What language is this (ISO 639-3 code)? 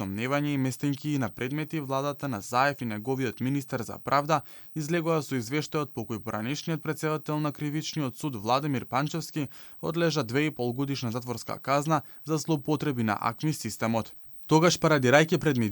mkd